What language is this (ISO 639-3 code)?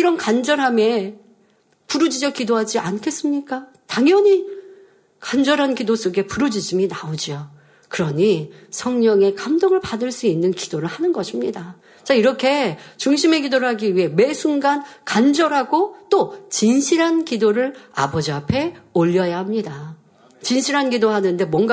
kor